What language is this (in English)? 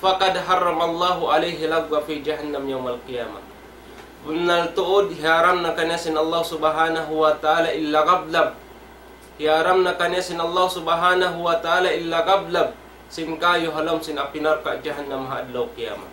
Tausug